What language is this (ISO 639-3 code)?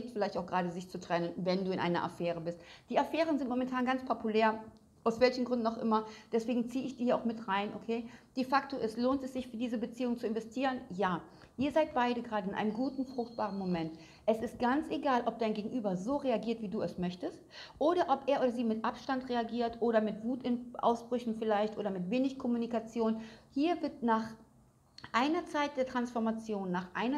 deu